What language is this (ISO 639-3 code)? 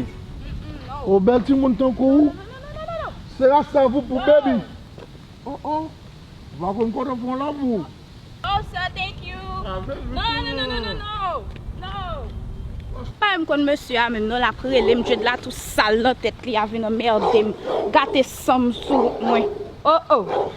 hat